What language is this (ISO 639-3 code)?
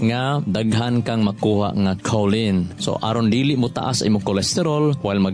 ceb